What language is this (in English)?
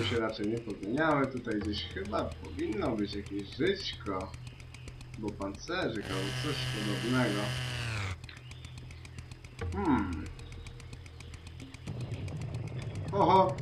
Polish